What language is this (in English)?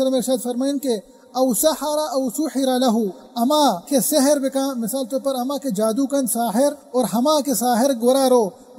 Baluchi